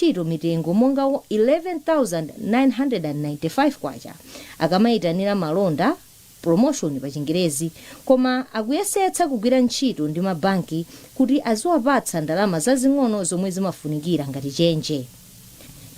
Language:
Nyanja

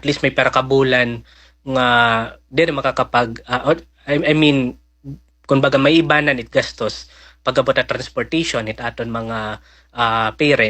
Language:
Waray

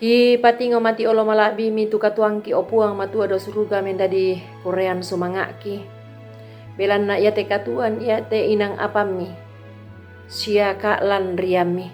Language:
Toraja-Sa'dan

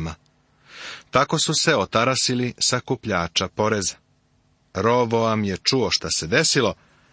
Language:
Serbian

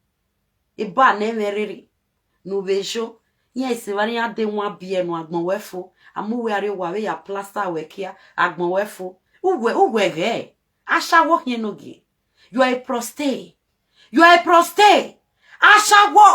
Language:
Nigerian Pidgin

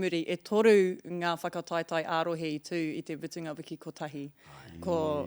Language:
Māori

